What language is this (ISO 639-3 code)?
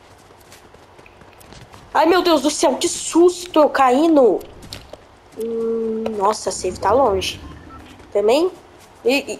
por